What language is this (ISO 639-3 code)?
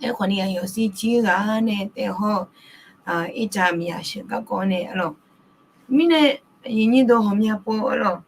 ahk